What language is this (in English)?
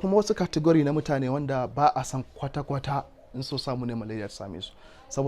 Hausa